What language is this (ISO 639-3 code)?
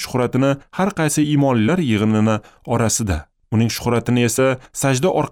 uzb